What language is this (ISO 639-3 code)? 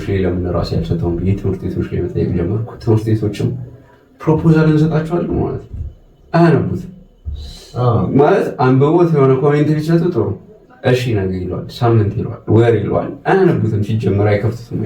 amh